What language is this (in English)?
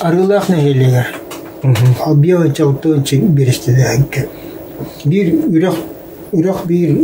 Yakut